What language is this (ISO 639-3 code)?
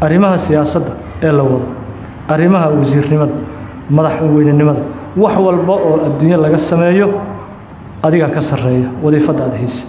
som